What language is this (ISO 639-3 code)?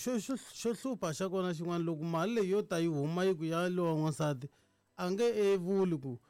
tso